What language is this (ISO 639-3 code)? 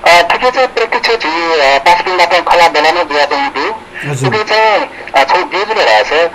new